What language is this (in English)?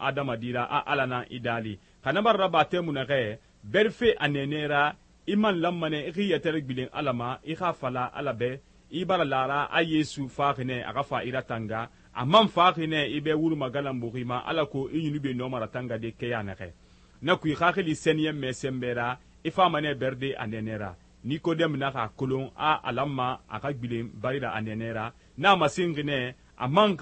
Susu